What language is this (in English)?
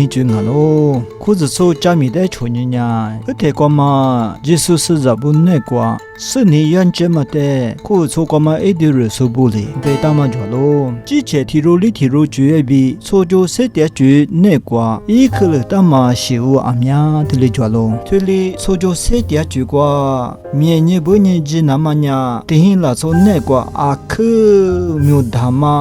Lisu